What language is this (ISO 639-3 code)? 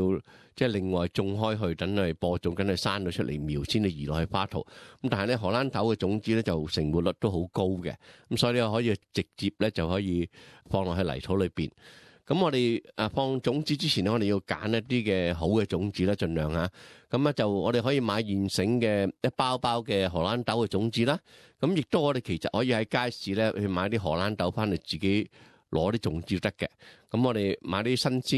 yue